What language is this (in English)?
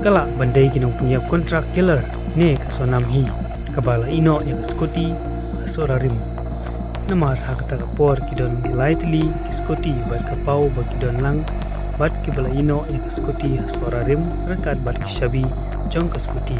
Khasi